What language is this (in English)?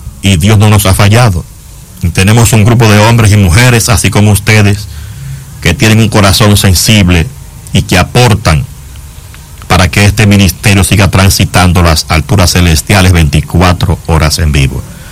Spanish